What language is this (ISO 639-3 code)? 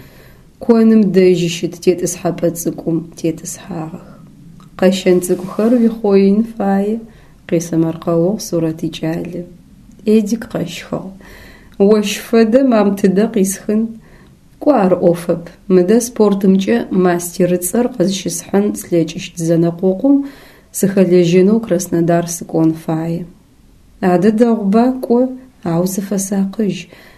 ady